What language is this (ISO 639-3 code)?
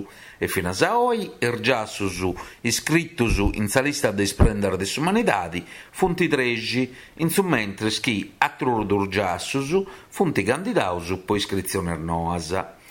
srd